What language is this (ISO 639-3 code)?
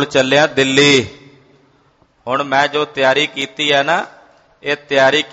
pan